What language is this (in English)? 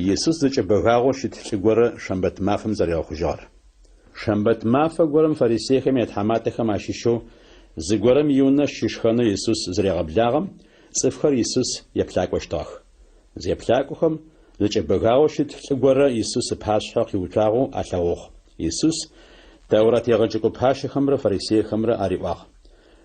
Adyghe